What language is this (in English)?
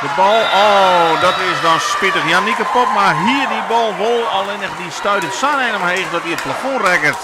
Western Frisian